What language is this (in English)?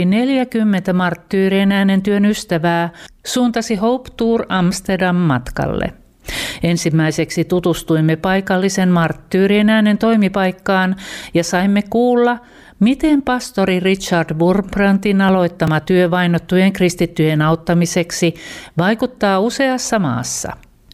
Finnish